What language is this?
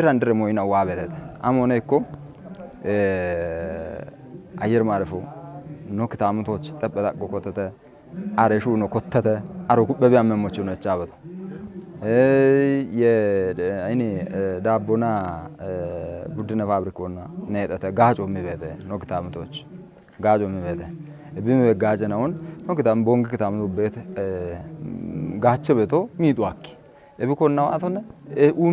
Kafa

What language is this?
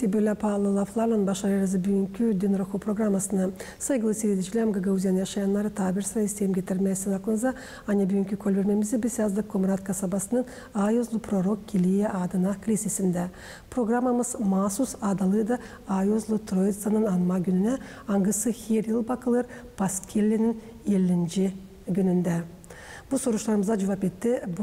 Gagauz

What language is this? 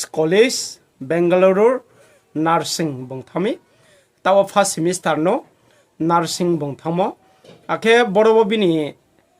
Riang (India)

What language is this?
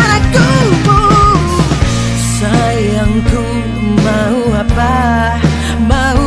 Indonesian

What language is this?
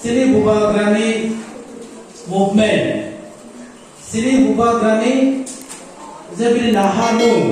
Kok Borok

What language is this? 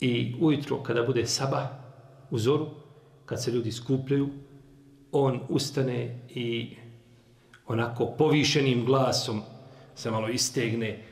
Serbian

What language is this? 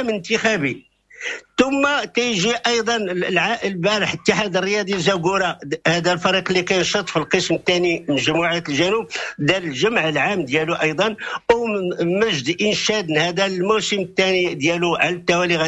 Moroccan Arabic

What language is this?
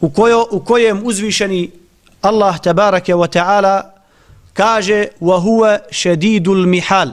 Bosnian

